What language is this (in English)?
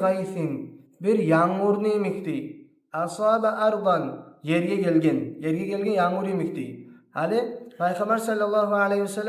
Kumyk